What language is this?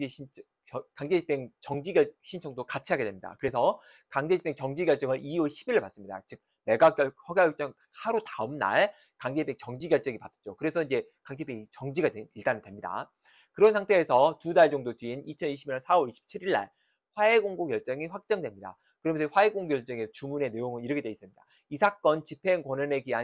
Korean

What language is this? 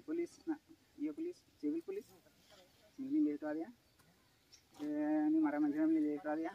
Santali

